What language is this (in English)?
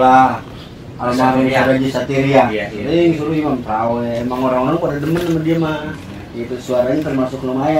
Betawi